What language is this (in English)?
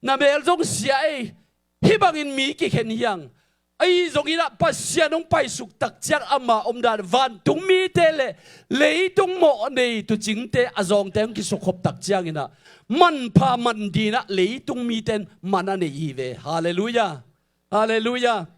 Tedim Chin